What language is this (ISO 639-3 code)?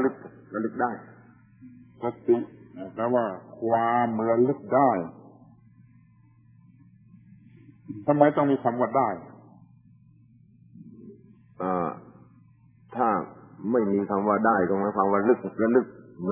tha